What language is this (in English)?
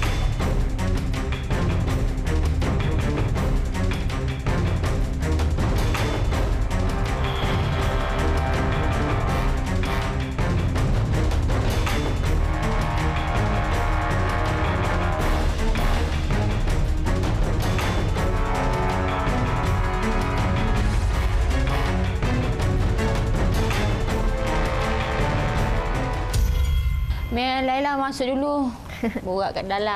Malay